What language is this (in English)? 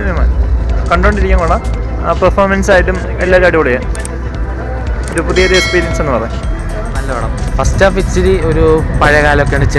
Malayalam